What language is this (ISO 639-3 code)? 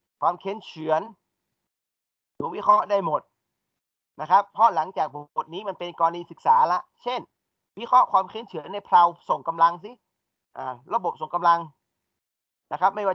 tha